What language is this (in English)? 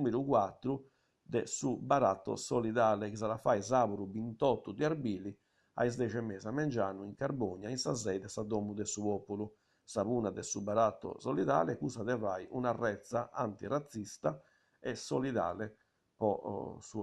Sardinian